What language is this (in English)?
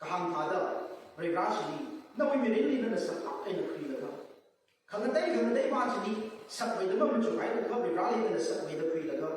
Tangkhul Naga (India)